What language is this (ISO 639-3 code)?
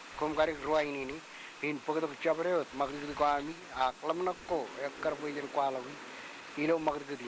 mah